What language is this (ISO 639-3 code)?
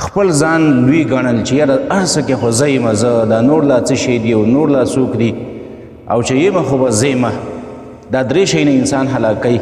pus